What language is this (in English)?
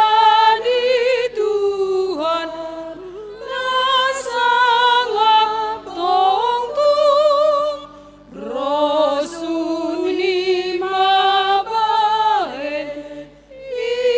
Batak Simalungun